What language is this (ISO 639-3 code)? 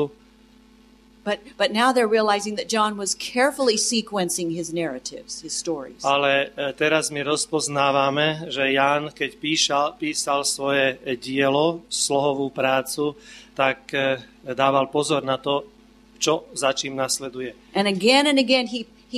slk